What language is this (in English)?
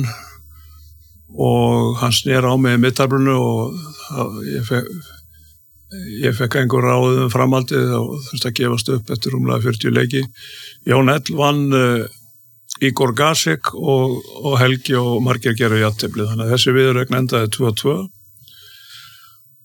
Icelandic